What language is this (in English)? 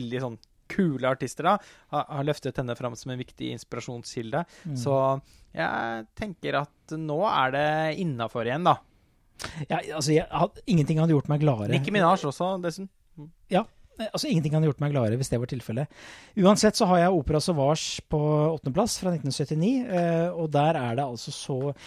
Norwegian